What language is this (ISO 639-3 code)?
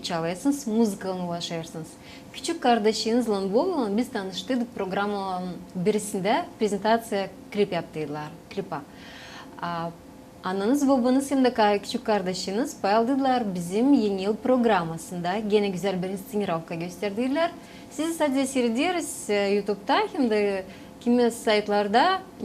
gag